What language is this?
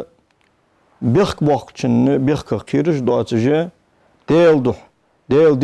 Ingush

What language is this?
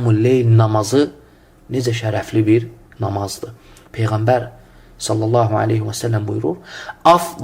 Azerbaijani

